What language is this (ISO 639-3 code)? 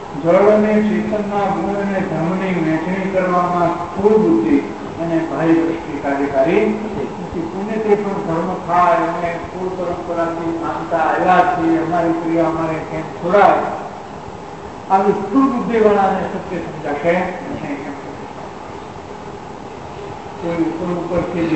guj